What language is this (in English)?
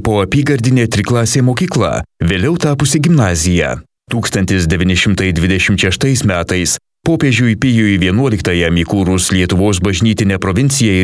Lithuanian